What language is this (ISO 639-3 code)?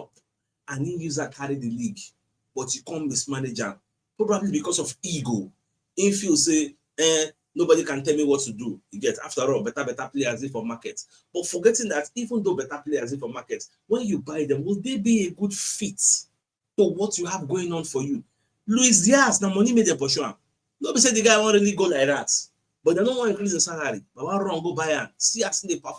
pcm